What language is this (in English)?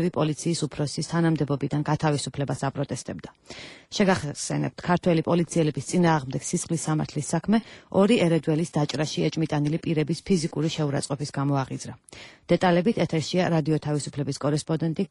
Georgian